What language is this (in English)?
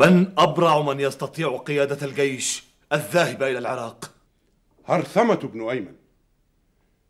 Egyptian Arabic